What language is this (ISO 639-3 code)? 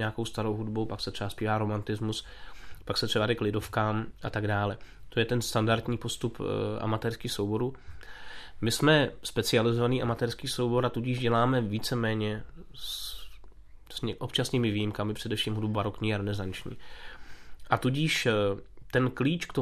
ces